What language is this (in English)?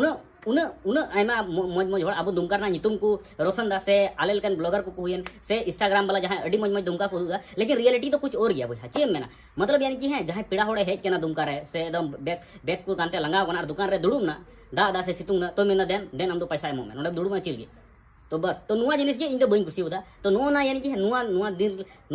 Santali